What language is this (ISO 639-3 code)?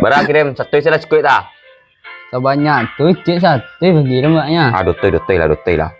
min